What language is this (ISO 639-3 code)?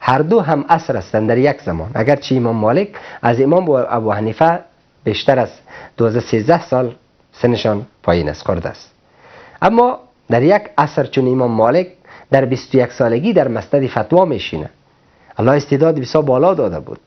fas